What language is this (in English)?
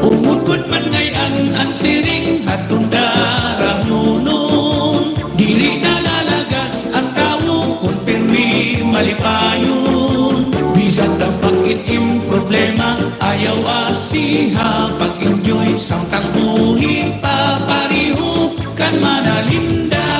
Waray